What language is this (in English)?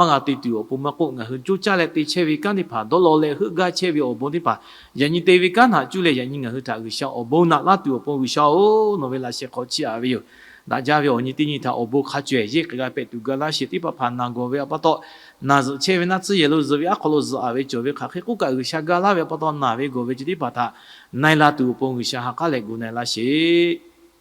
Lahu